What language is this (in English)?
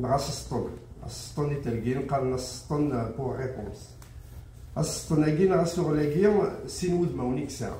Kabyle